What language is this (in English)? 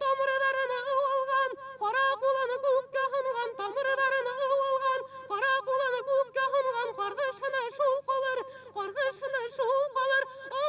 Bashkir